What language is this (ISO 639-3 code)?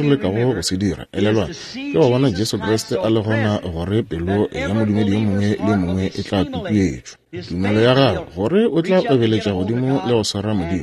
nso